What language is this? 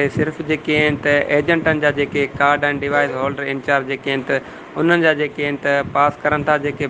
Sindhi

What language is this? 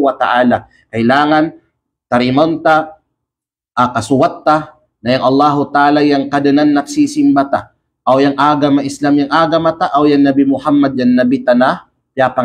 Kalagan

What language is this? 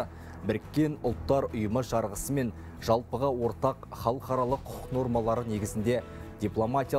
Kazakh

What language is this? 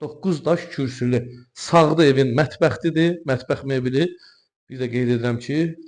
Azerbaijani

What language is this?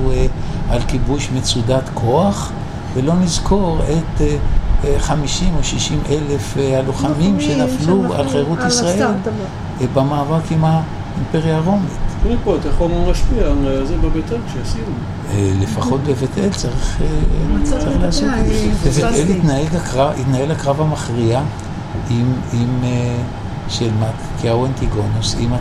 Hebrew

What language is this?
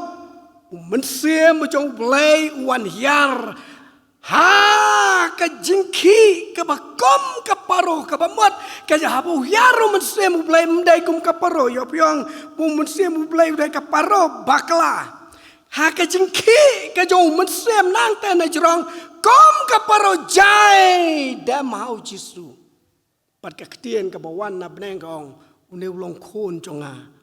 Khasi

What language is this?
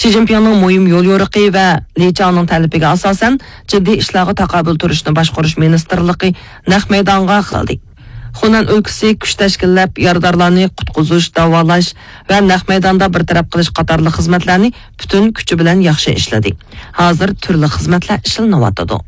Uyghur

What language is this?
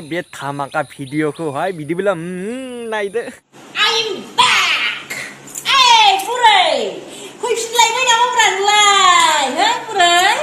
Bodo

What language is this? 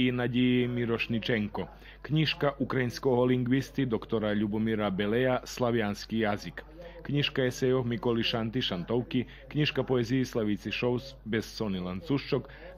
Rusyn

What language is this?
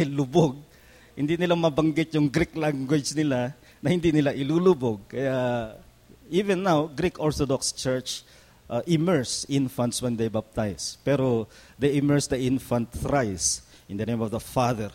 Filipino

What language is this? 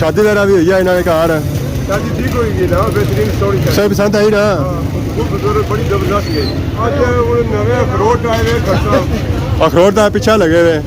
Pahari-Potwari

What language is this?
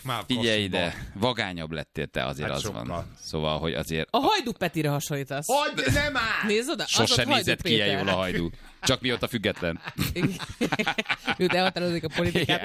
Hungarian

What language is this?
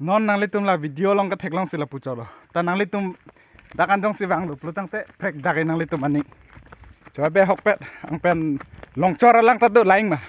Karbi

